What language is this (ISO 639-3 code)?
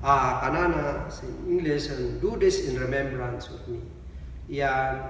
kne